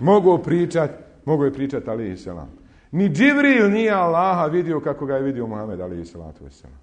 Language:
Bosnian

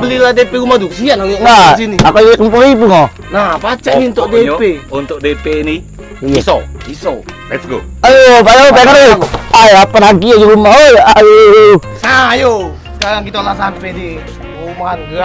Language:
Musi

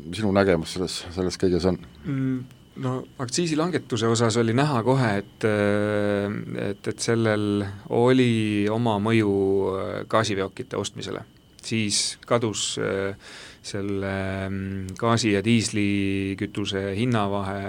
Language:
Estonian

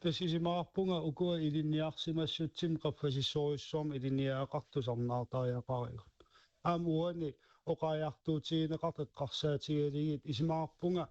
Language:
Kalaallisut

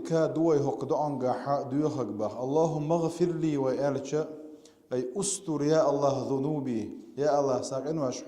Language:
Chechen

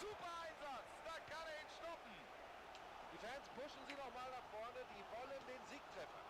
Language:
Bavarian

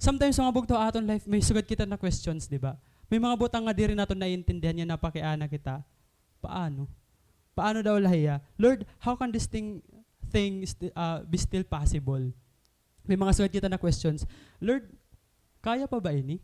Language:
Waray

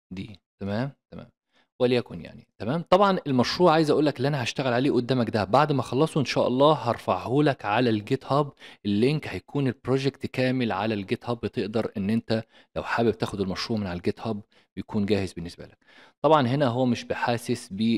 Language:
Egyptian Arabic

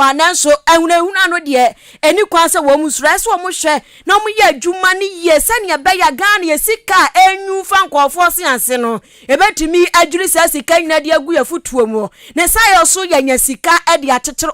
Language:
Akan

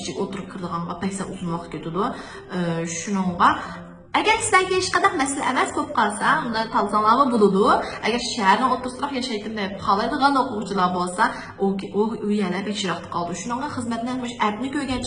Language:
Uyghur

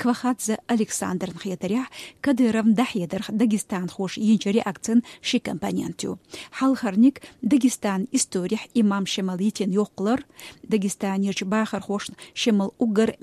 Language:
Chechen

